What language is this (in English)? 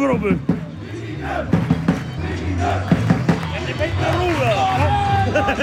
Icelandic